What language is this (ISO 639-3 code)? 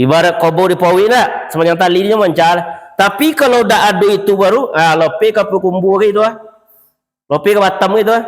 min